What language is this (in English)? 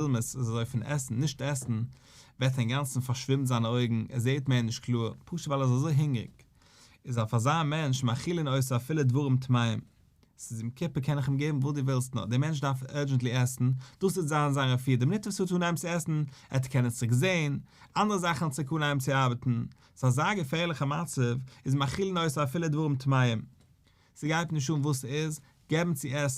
Yiddish